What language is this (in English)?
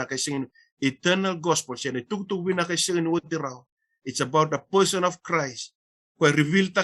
Fijian